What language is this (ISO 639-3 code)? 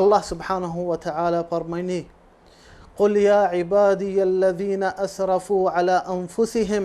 bal